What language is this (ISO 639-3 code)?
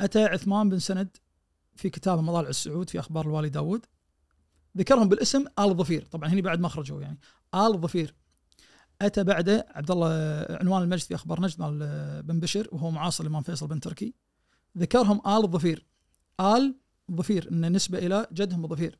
ars